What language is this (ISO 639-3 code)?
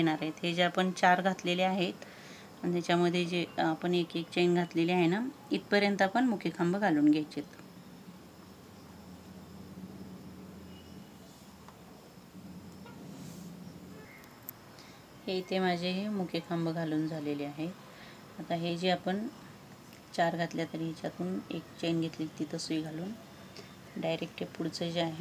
mar